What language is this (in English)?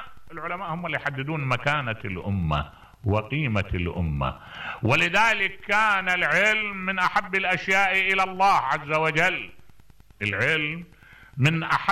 Mesopotamian Arabic